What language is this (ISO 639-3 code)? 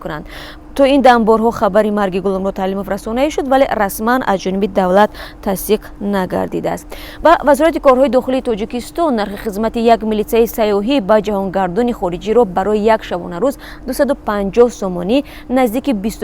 tgk